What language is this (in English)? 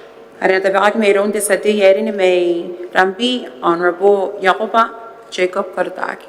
Gilbertese